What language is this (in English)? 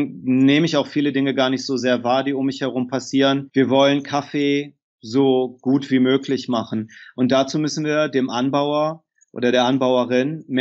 German